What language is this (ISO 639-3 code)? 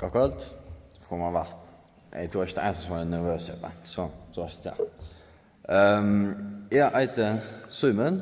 fao